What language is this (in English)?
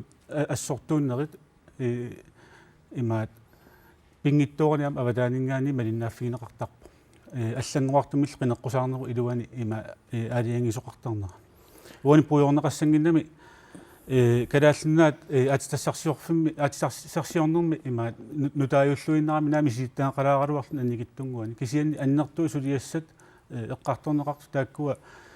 Kalaallisut